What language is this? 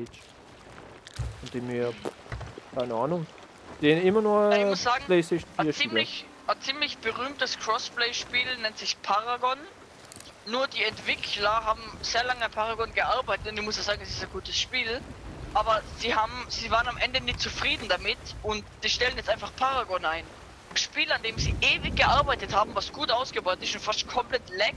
German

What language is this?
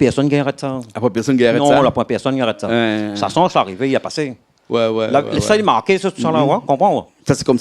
Réunion Creole French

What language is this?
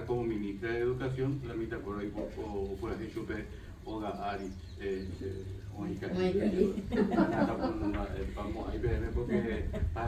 Guarani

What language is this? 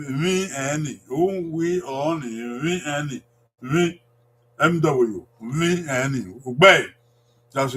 Bini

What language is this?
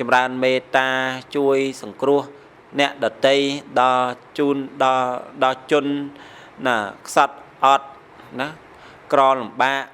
Khmer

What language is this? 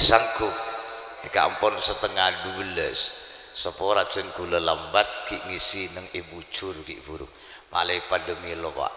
Madurese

